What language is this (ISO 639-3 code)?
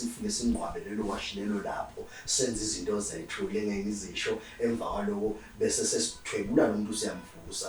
zul